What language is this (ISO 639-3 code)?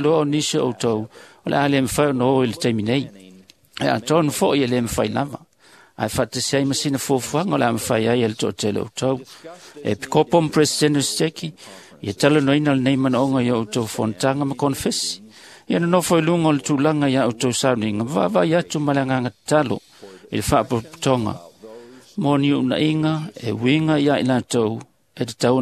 smo